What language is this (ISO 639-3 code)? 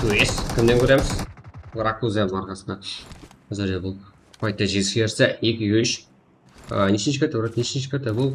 kaa